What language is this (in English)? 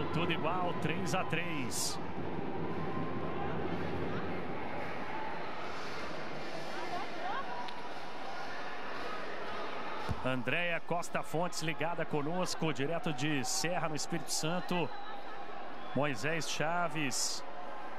Portuguese